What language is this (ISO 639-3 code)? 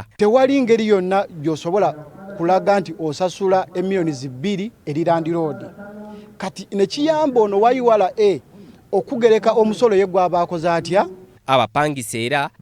lug